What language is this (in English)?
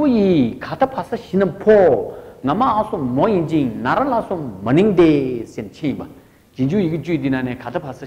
Tibetan